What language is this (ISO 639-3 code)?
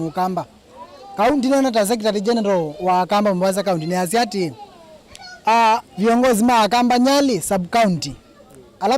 kam